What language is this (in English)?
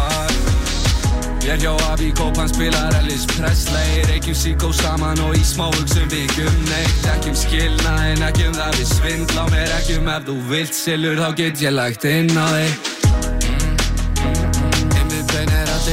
Icelandic